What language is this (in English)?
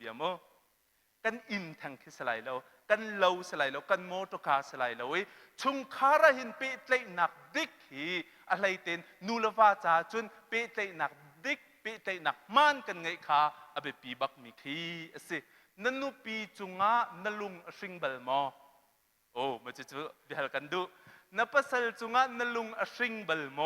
Hakha Chin